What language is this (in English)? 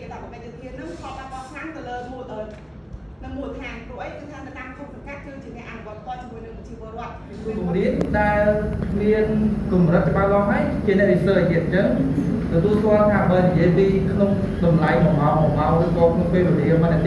Khmer